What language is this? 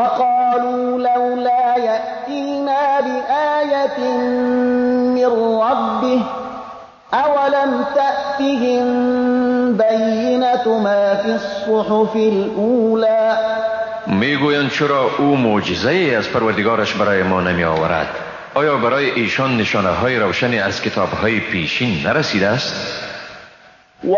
Persian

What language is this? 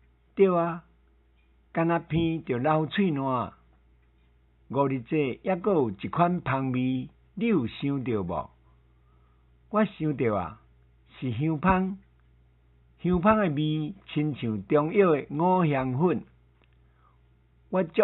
Min Nan Chinese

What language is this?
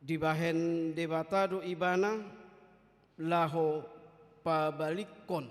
Batak Toba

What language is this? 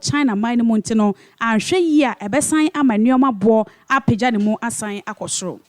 Akan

